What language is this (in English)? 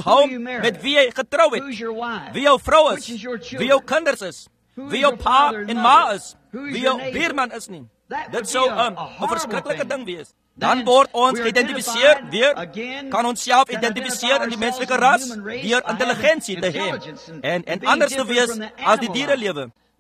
Afrikaans